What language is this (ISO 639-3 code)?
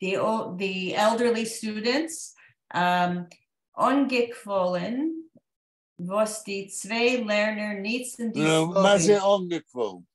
yid